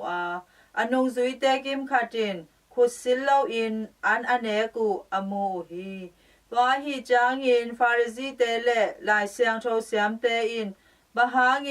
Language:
Tedim Chin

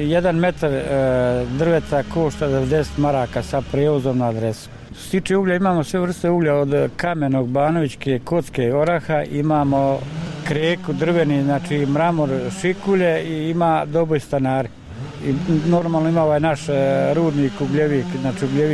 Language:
Bosnian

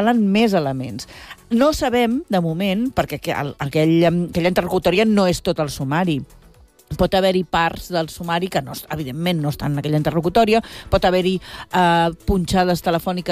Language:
Catalan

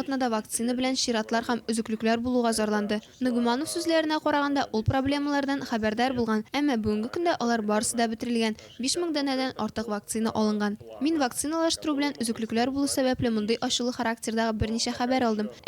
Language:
Tatar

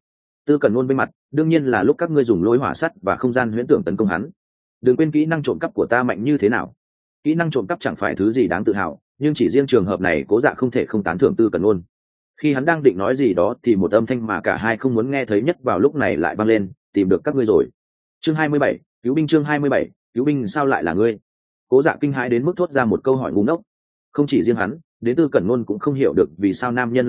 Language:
Vietnamese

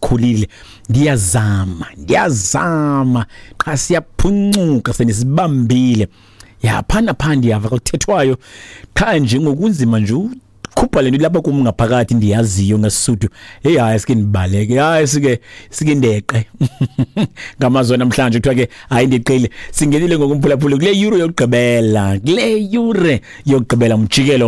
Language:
Xhosa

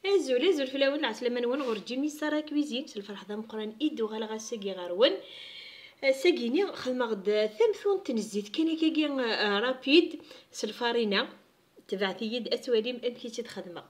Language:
Kabyle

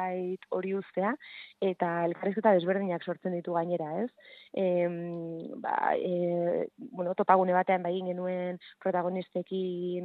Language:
Basque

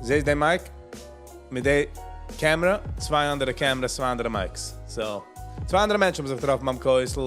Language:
Yiddish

